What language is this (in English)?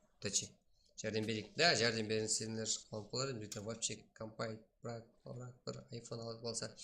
Kara-Kalpak